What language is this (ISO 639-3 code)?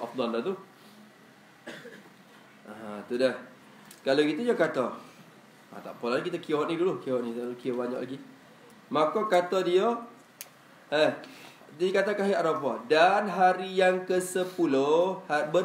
msa